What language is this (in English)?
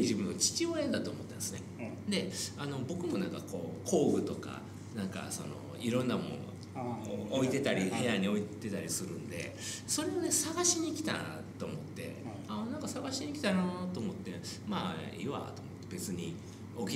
Japanese